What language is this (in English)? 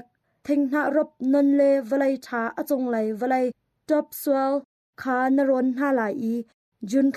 Hakha Chin